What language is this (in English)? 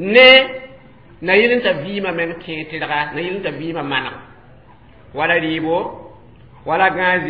Mossi